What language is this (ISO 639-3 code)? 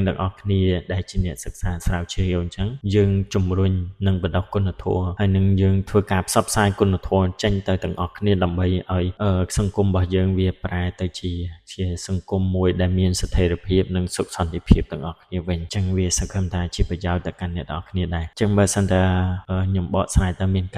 khm